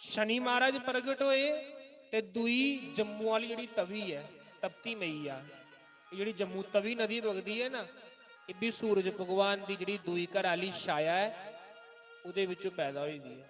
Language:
Dogri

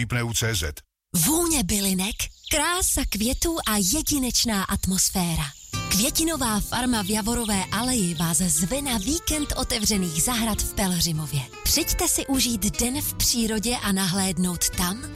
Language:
Czech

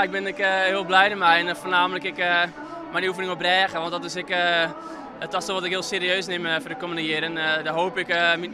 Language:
Western Frisian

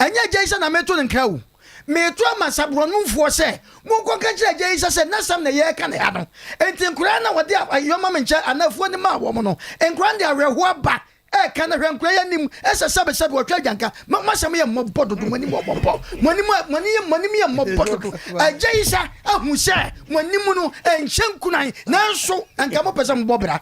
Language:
Akan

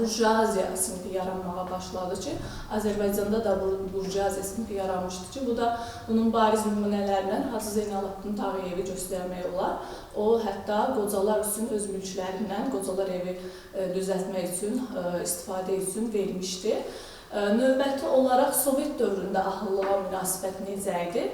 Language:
Azerbaijani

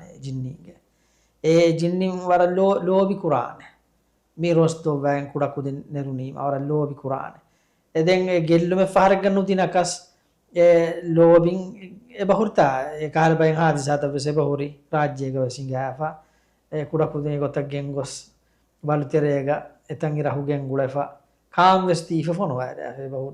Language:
Divehi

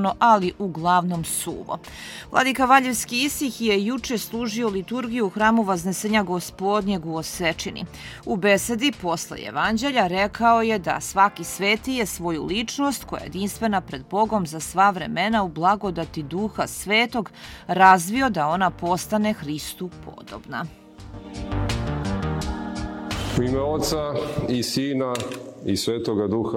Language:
Serbian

